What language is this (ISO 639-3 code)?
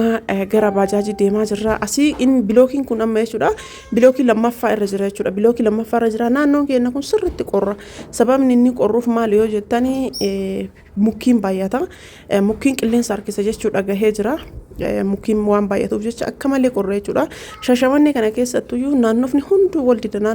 orm